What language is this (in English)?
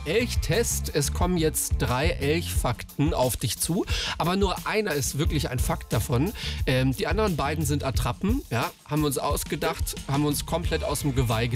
German